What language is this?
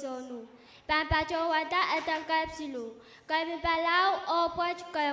Pohnpeian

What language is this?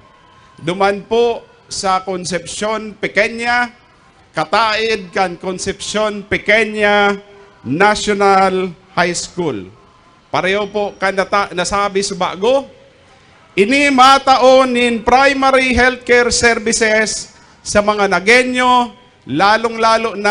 Bikol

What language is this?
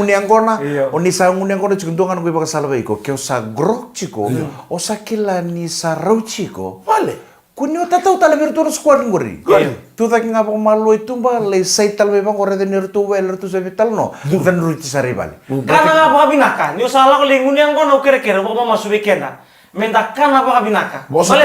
Fijian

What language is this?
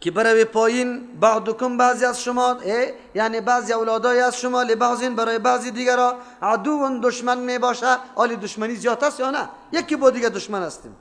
Persian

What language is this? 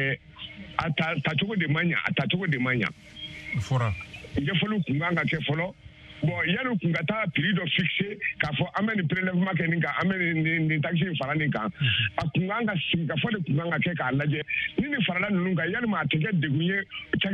Bambara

